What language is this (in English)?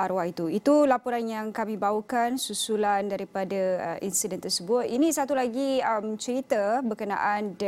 Malay